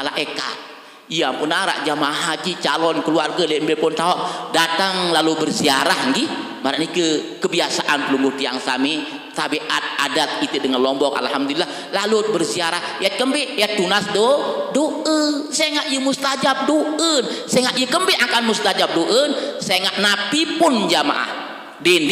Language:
Sasak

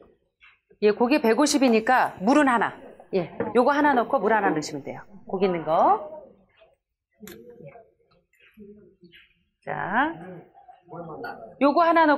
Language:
Korean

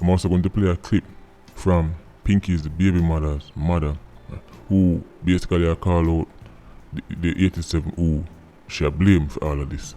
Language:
Jamaican Creole English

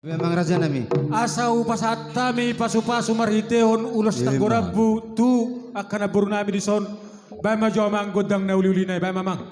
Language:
Batak Toba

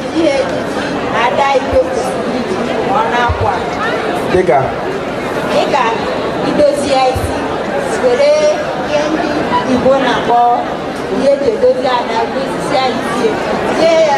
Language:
Igbo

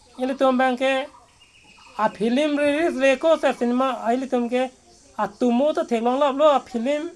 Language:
Karbi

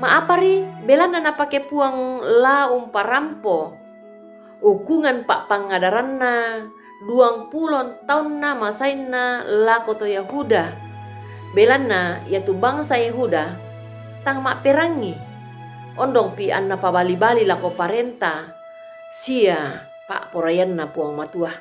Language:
Toraja-Sa'dan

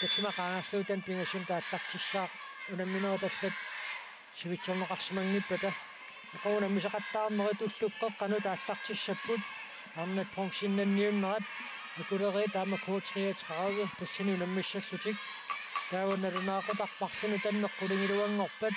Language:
Kalaallisut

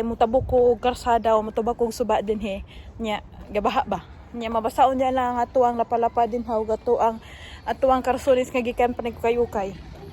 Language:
Cebuano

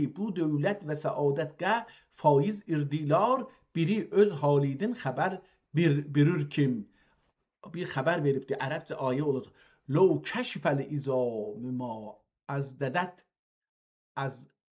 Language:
South Azerbaijani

